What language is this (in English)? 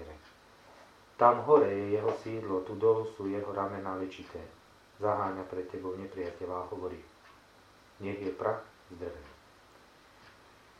Slovak